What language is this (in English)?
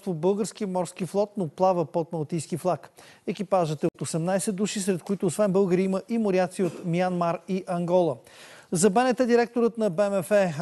Bulgarian